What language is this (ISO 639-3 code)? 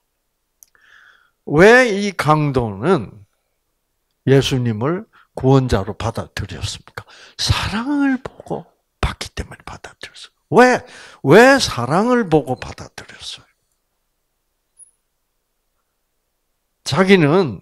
kor